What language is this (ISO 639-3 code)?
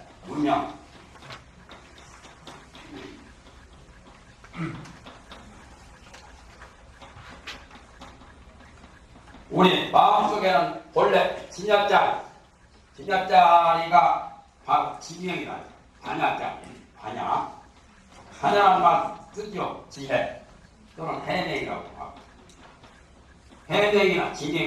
kor